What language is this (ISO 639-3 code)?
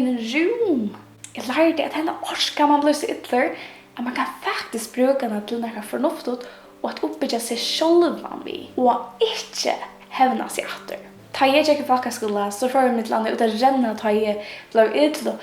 fao